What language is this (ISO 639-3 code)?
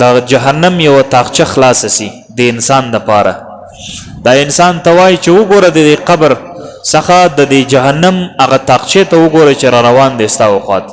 pus